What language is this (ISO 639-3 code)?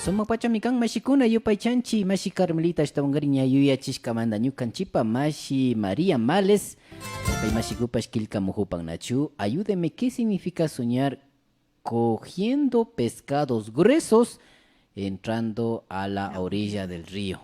qvi